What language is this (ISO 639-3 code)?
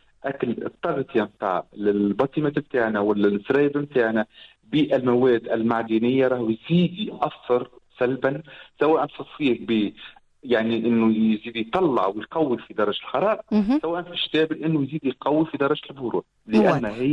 aeb